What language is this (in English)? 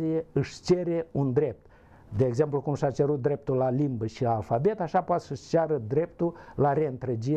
Romanian